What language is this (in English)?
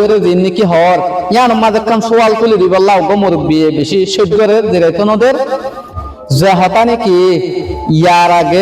Rohingya